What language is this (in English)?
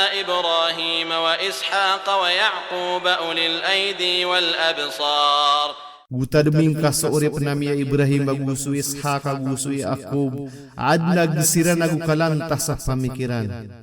Maranao